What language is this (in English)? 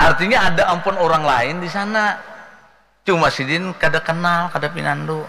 Banjar